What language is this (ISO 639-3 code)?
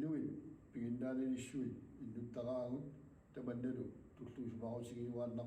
kal